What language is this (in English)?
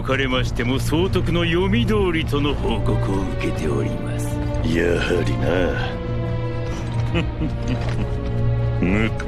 Japanese